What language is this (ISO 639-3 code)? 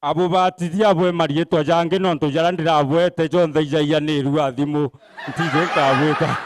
mer